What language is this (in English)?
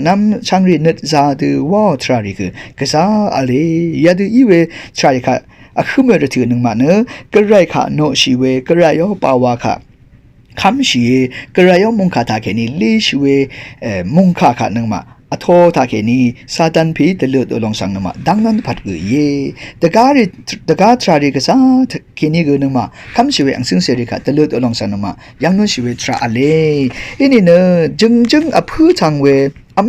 Rawang